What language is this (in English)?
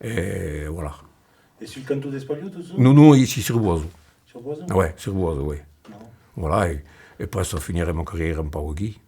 Occitan